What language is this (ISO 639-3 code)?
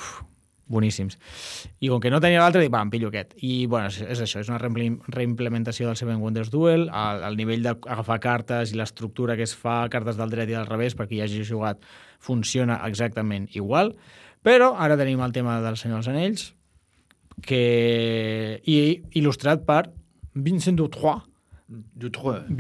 cat